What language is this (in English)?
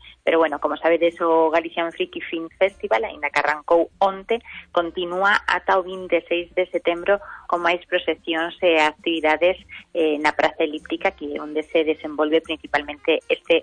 Galician